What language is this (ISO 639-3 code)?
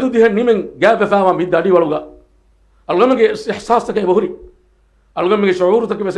div